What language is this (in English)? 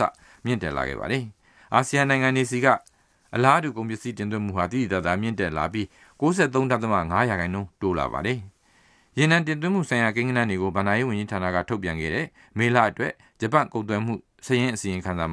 Burmese